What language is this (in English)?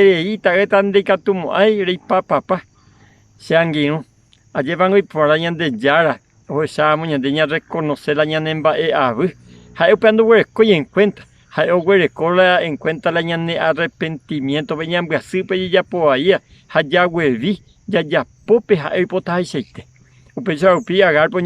Guarani